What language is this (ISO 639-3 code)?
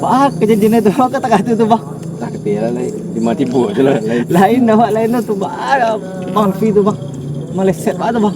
min